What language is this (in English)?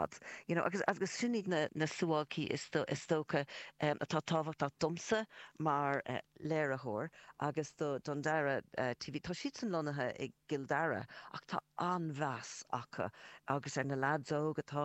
Irish